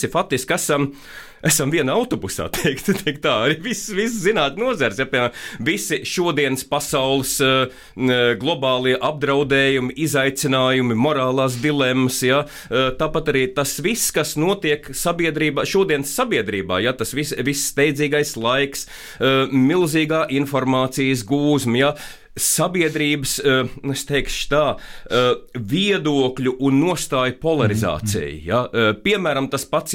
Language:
Latvian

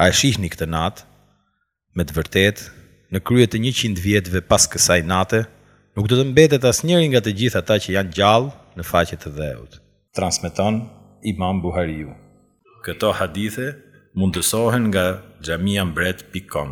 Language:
Albanian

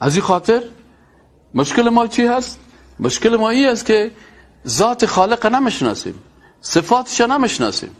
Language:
Persian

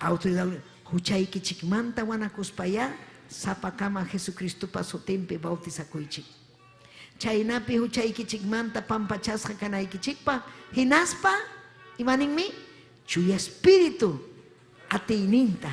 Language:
Ayacucho Quechua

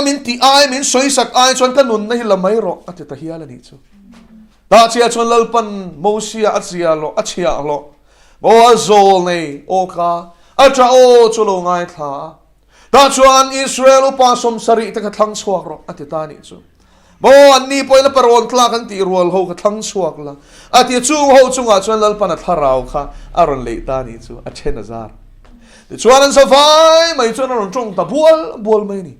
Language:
Mizo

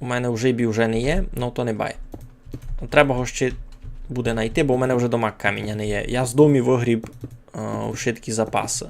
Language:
Rusyn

